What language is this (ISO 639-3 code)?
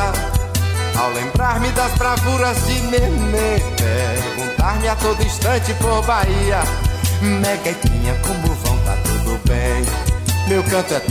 por